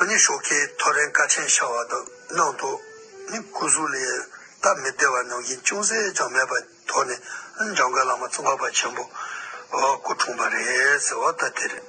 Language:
Tibetan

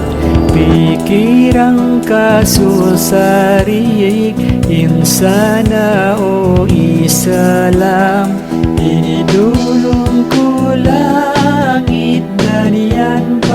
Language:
Maranao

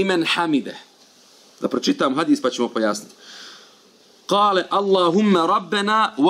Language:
Bosnian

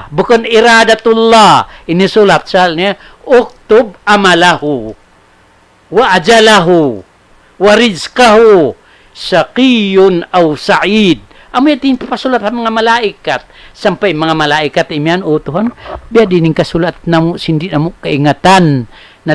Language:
Tausug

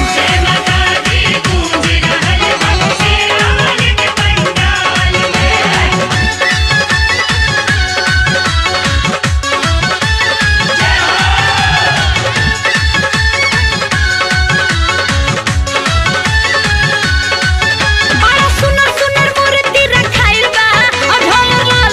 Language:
Bhojpuri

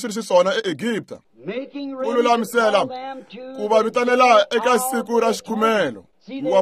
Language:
Tsonga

